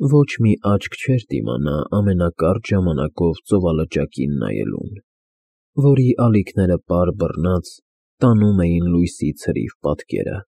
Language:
Armenian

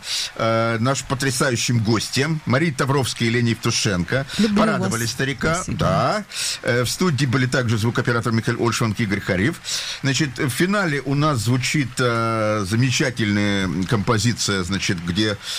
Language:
Russian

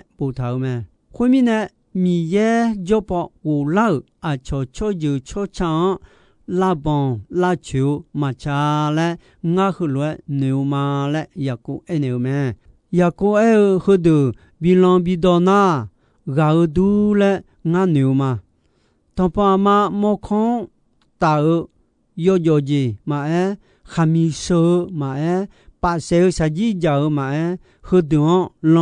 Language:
Akha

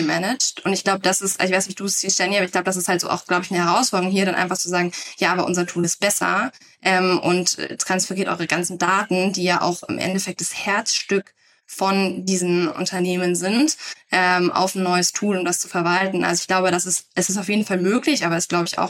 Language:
German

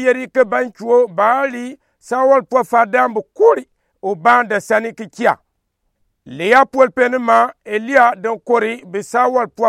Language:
Gourmanchéma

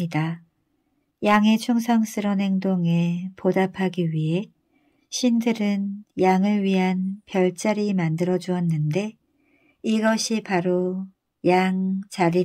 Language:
Korean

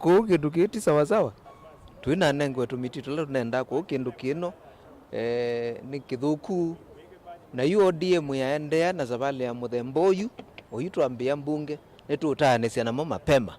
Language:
Kamba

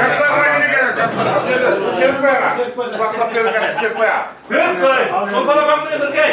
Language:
Kara-Kalpak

